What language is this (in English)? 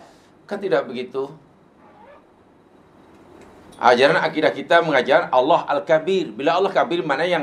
Malay